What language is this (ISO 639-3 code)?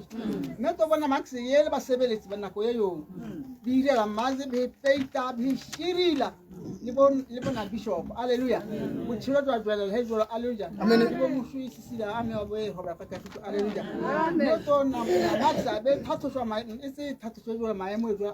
tsn